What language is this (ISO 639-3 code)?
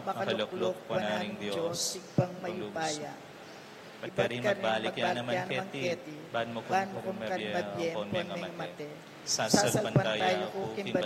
pam